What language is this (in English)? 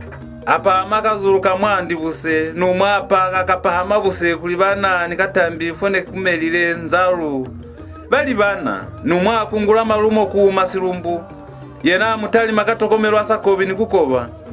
Lozi